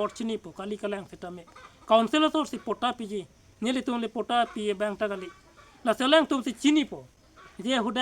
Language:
Karbi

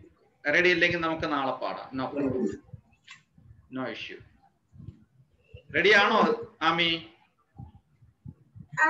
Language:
Malayalam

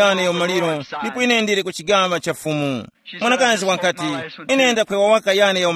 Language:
Tumbuka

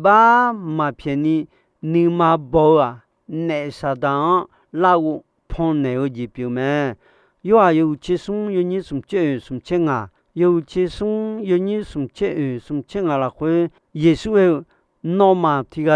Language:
Akha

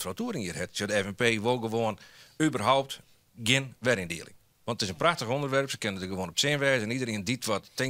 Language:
Western Frisian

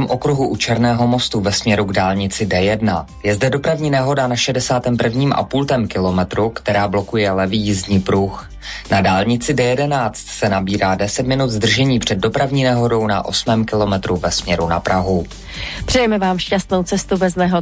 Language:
Czech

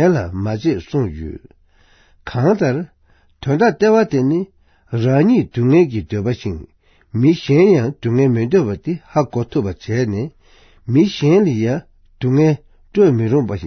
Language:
Tibetan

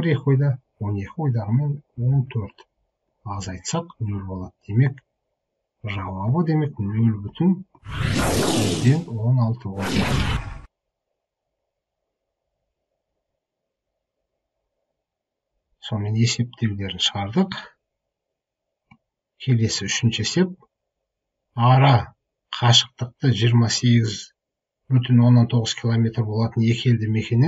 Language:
Kazakh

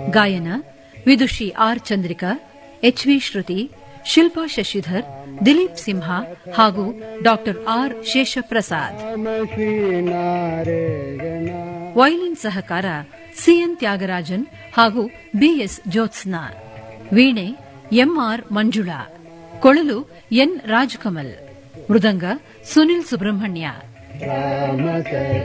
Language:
Kannada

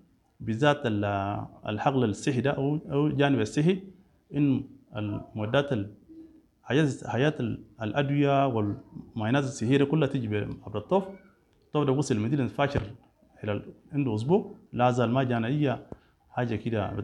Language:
Sudanese Arabic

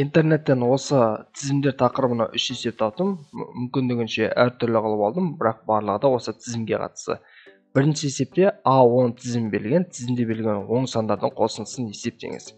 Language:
Kazakh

